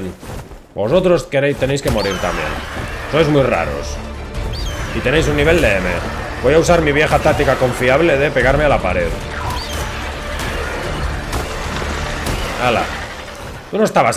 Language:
Spanish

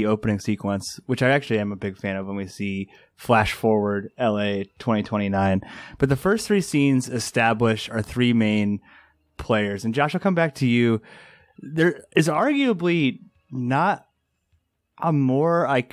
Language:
English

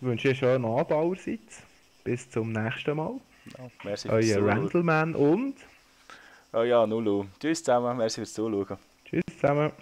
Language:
Swiss German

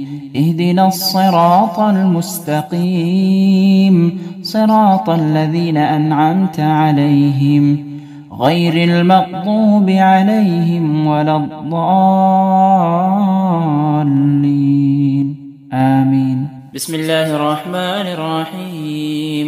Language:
Arabic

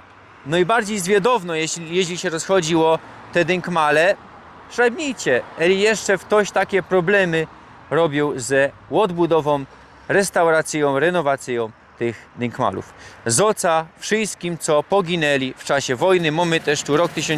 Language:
Silesian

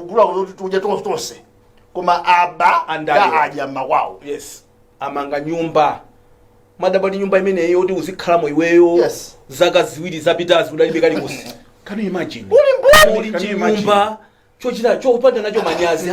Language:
Nyanja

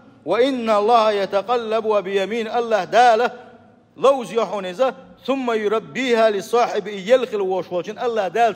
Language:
Chechen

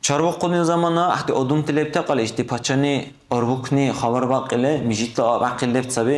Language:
Dargwa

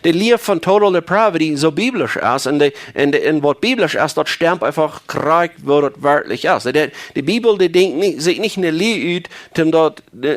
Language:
Plautdietsch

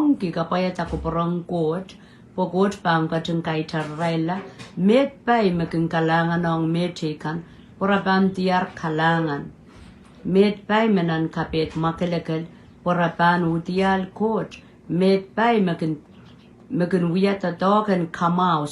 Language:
Pohnpeian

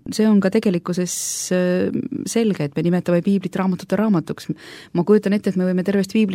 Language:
Estonian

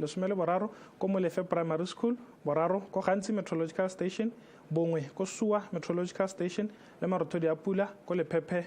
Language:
Tswana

